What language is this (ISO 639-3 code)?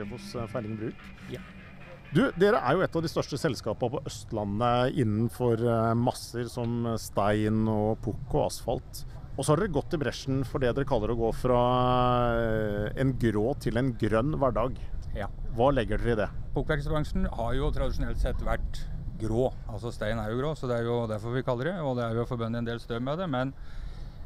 nor